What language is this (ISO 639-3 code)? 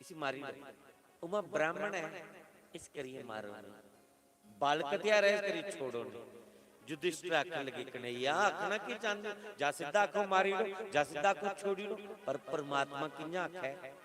doi